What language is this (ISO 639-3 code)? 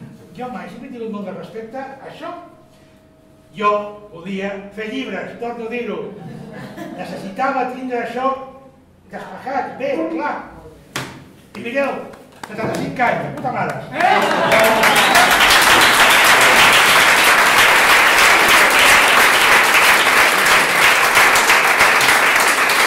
cat